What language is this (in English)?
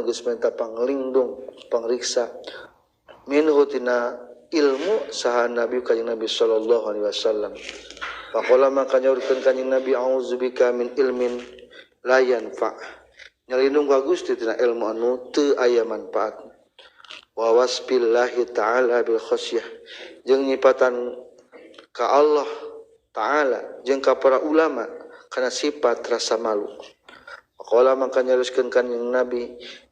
Sundanese